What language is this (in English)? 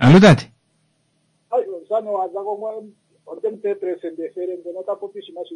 Kuanyama